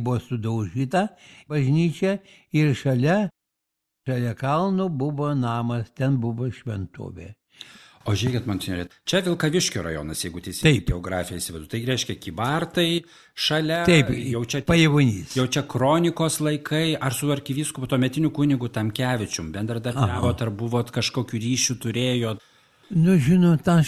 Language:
Lithuanian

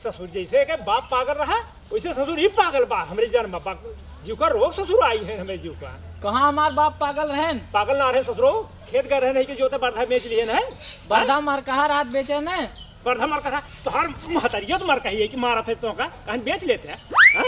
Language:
Awadhi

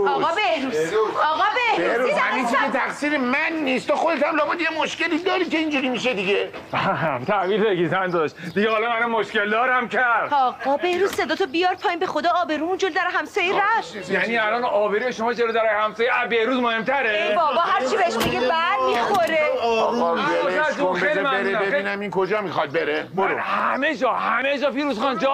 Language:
Persian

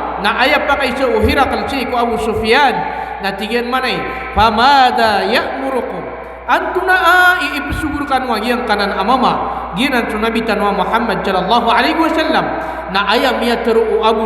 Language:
Maranao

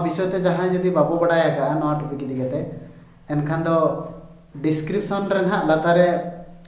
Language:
Santali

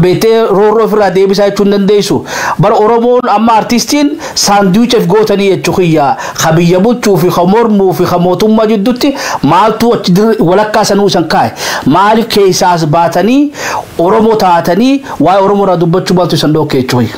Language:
Oromo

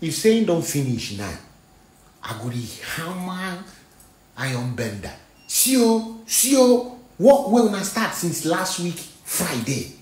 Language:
Nigerian Pidgin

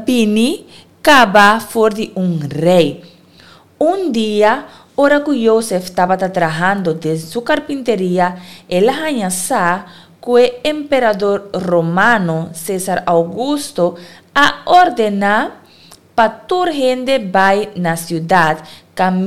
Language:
Papiamento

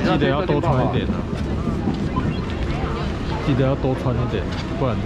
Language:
Min Nan Chinese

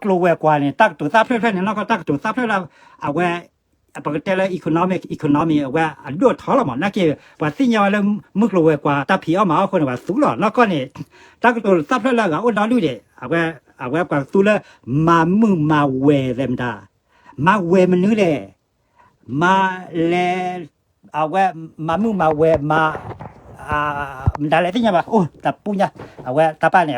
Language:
S'gaw Karen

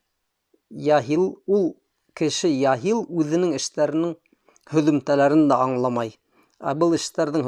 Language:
Bashkir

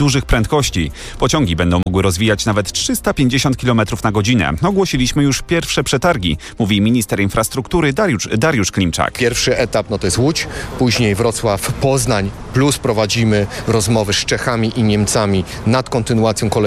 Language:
Polish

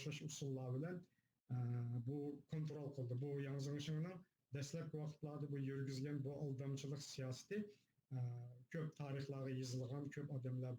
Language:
Uyghur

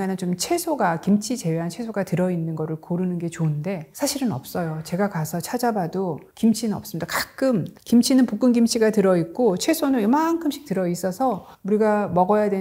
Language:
Korean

